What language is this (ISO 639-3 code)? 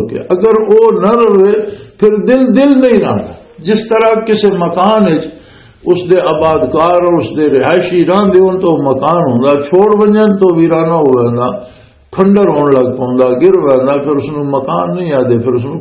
lah